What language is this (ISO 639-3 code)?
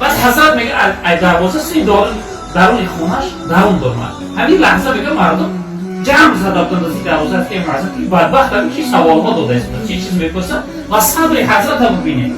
tgk